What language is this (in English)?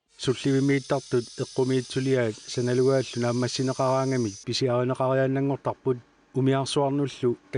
Kalaallisut